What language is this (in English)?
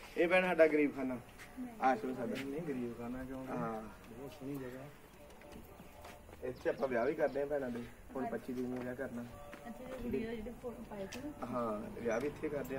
Punjabi